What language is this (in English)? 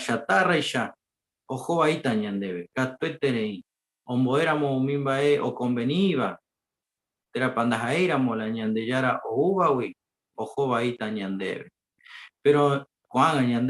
Guarani